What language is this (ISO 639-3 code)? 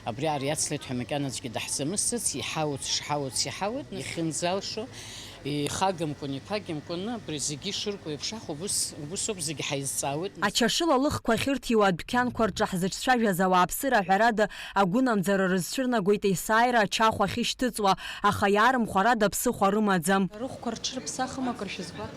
abk